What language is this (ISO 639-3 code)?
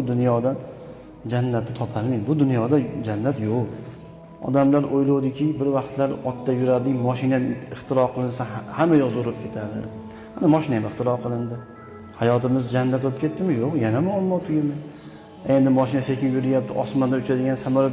uzb